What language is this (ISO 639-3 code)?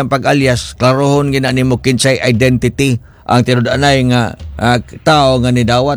ceb